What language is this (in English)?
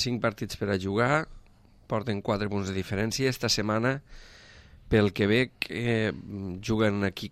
Catalan